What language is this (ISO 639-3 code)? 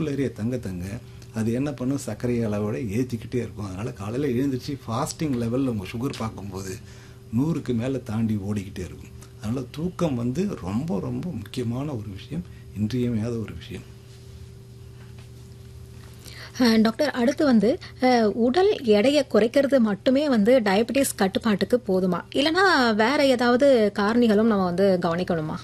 tam